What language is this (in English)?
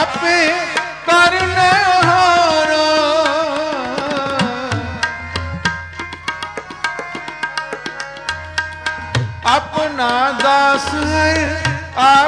Punjabi